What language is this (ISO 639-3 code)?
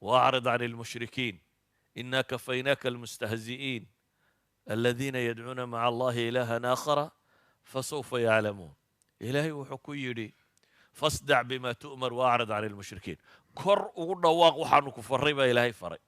som